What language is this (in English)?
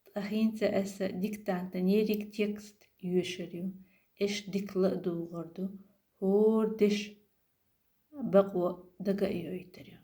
Chechen